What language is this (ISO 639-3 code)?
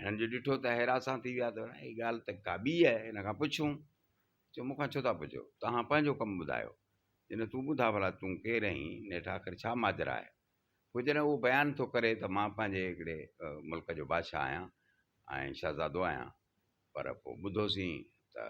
snd